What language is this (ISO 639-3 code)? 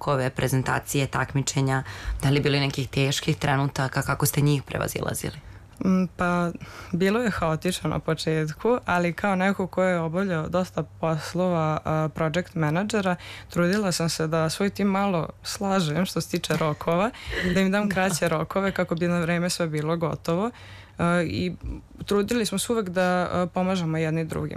srp